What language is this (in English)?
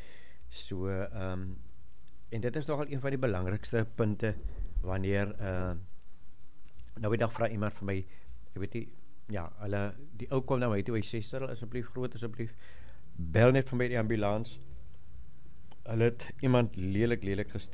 Afrikaans